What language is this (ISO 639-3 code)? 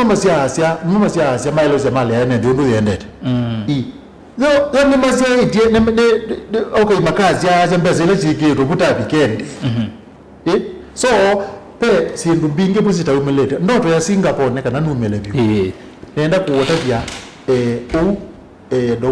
kam